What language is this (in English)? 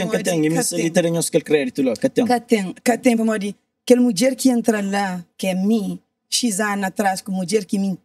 Kabuverdianu